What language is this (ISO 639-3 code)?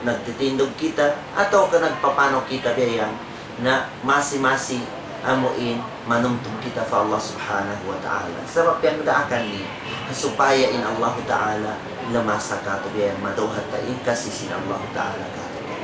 tsg